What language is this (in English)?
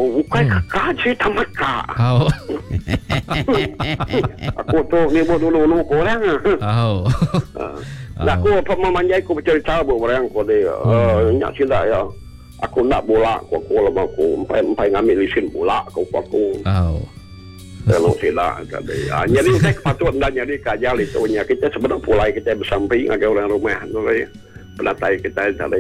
Malay